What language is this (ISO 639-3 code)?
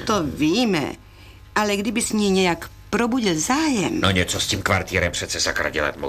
ces